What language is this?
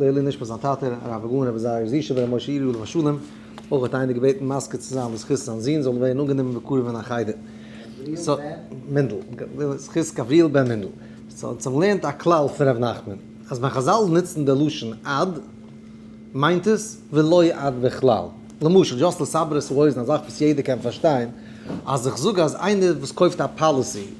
Yiddish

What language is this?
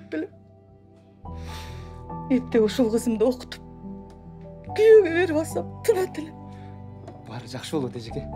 Kyrgyz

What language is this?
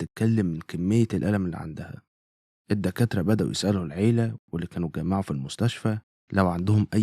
Egyptian Arabic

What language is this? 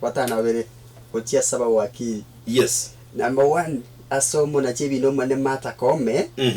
Gusii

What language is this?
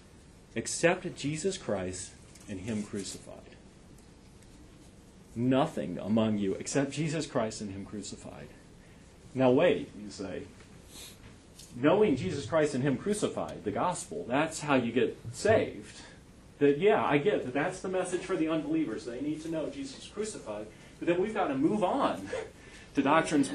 English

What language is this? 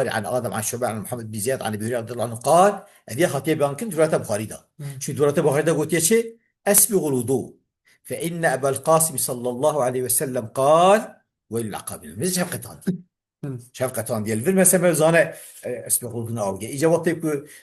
Kurdish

